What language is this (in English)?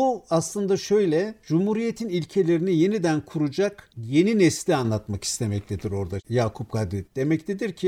Turkish